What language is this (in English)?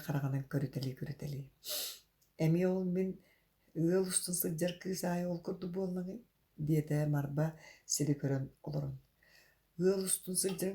Yakut